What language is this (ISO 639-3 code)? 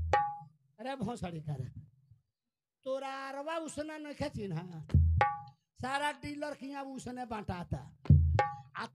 bho